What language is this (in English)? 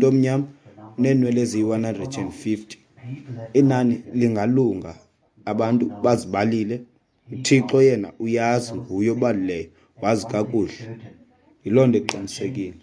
Xhosa